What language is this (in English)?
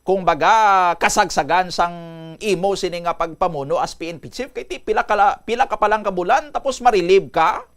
Hiligaynon